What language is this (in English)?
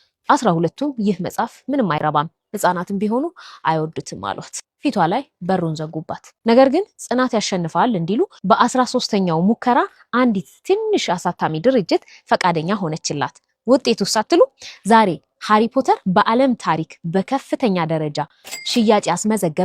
Amharic